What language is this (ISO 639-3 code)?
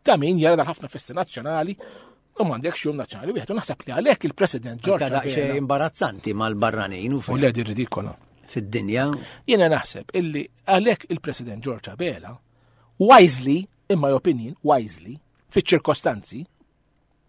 mlt